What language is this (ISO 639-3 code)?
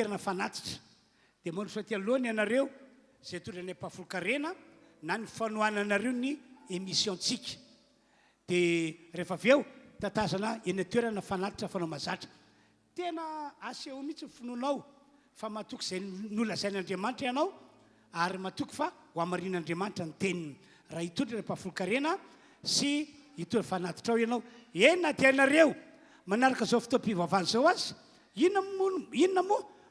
mlg